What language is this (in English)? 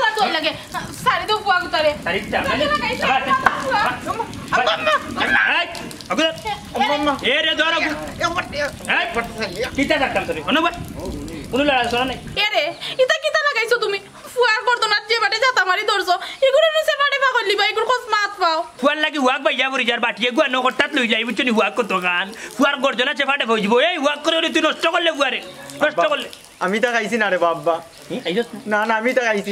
Sylheti